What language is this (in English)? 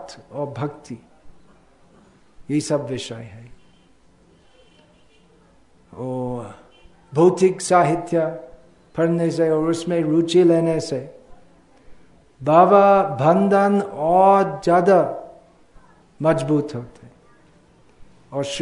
Hindi